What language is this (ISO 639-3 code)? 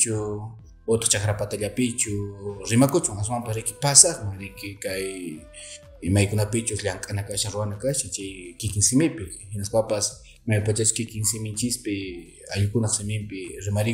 que